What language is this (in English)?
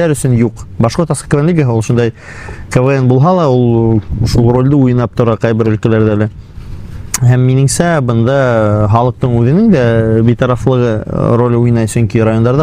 Bashkir